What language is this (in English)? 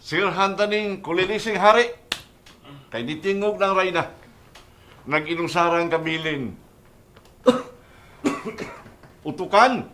Cebuano